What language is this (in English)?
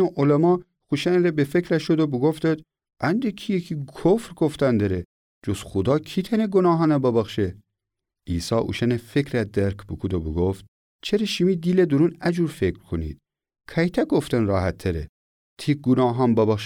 Gilaki